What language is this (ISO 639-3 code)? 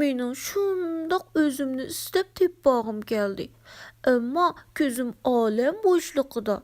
uig